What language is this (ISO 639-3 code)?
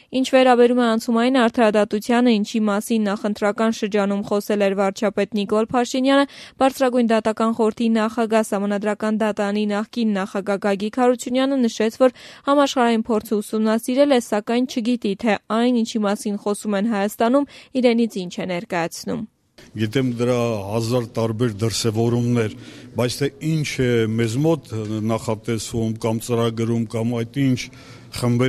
hye